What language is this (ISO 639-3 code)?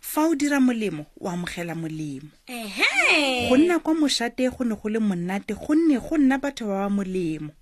tsn